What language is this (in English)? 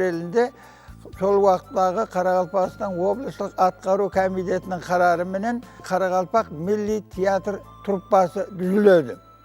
Kara-Kalpak